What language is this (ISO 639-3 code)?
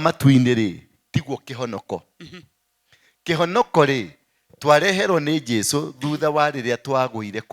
kik